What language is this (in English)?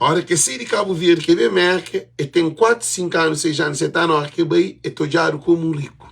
Kabuverdianu